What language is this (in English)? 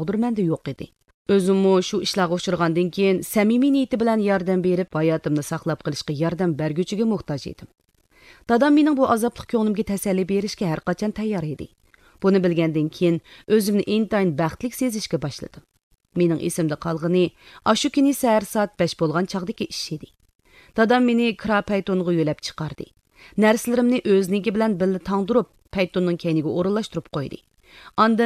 Uyghur